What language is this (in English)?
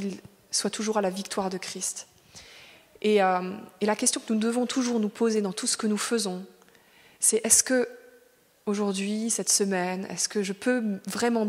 French